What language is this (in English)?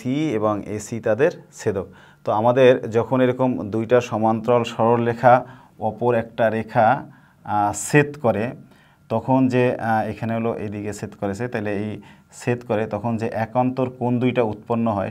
Bangla